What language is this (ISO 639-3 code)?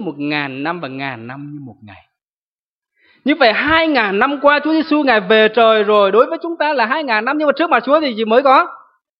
vie